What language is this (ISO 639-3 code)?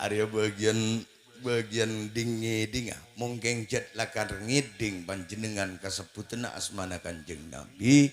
mad